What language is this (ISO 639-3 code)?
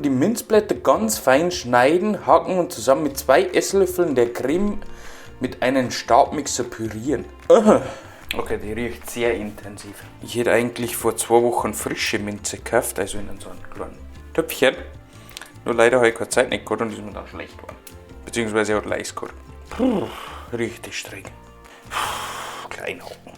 bar